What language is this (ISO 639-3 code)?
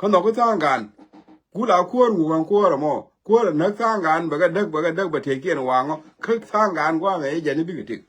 nus